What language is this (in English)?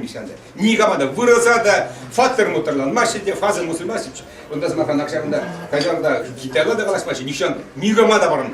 Chuvash